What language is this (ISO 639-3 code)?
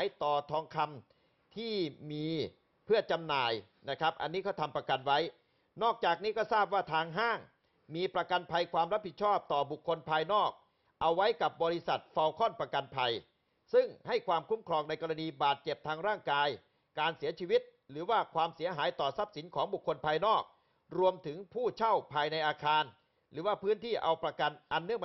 tha